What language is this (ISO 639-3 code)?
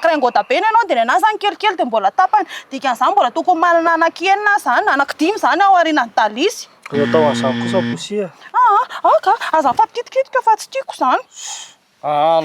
mlg